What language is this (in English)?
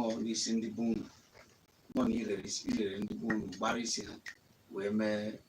Igbo